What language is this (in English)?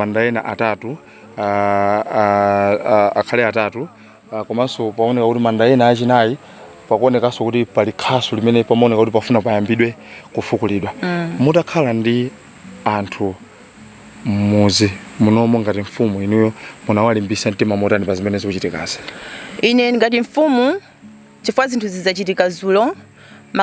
Nyanja